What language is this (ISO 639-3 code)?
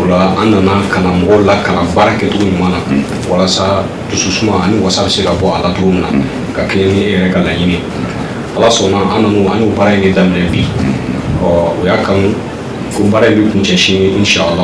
bam